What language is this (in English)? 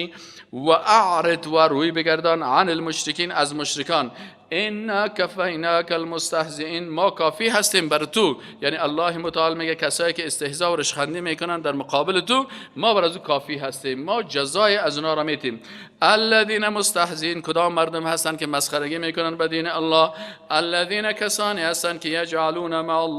Persian